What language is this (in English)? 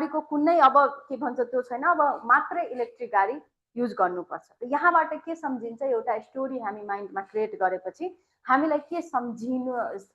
Nepali